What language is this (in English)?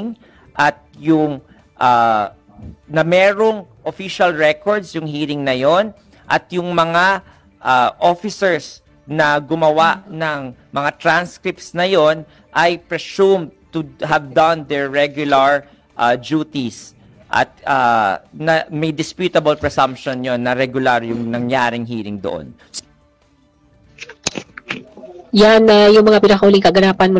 Filipino